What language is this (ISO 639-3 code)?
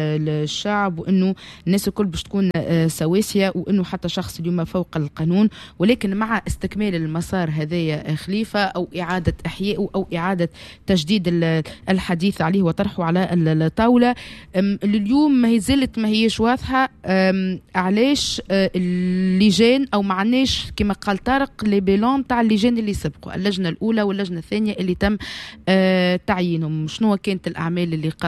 aeb